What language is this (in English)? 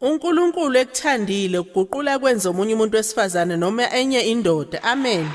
Zulu